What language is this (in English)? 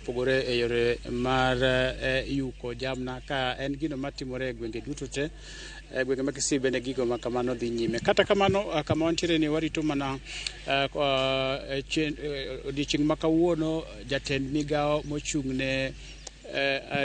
Luo (Kenya and Tanzania)